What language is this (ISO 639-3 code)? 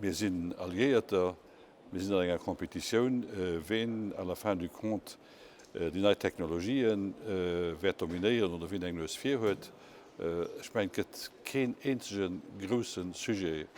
ltz